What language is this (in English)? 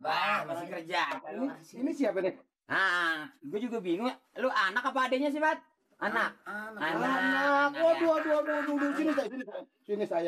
Betawi